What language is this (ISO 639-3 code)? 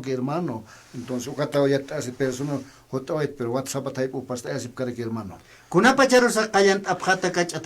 aym